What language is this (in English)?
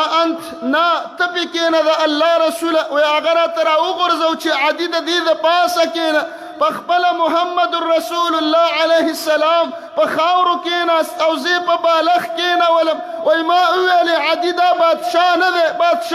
Pashto